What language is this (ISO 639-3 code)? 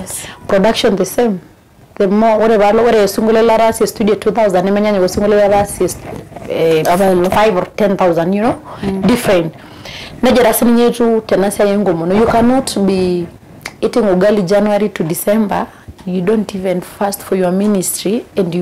mas